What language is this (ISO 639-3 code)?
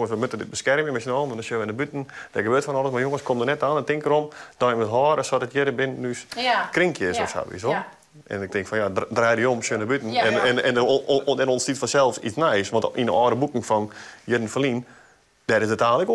fry